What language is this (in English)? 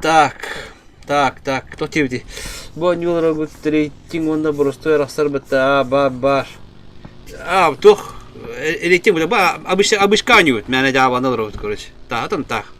Yakut